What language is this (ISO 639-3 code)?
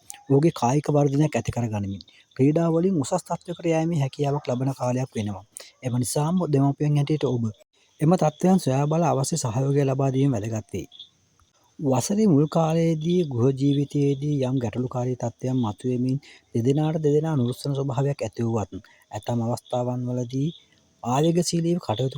sin